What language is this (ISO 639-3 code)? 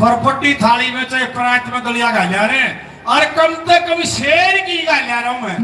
bgc